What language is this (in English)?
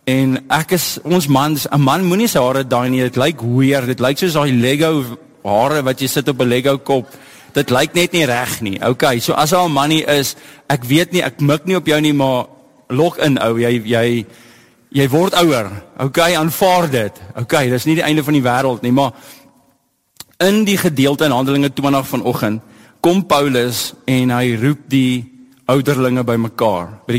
Afrikaans